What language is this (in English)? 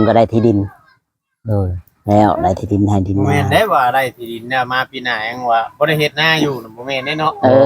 Lao